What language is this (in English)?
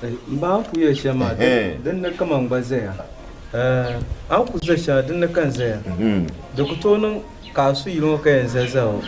Dagbani